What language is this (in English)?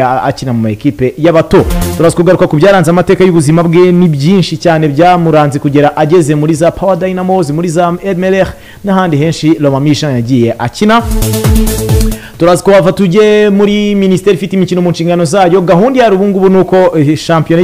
Kinyarwanda